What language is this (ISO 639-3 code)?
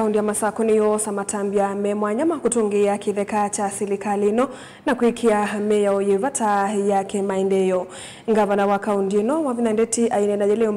kam